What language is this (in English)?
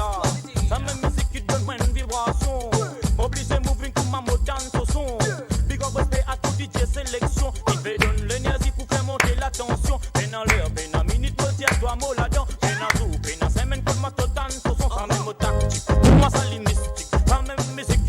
Morisyen